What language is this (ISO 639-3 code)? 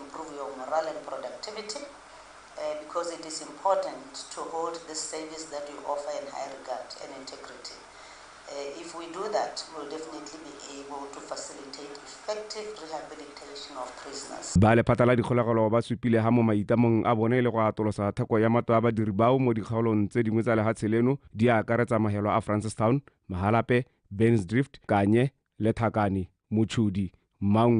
tsn